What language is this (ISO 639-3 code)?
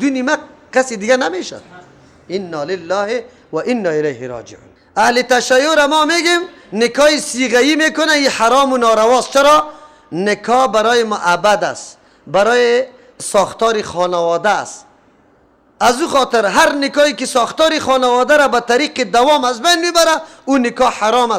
fas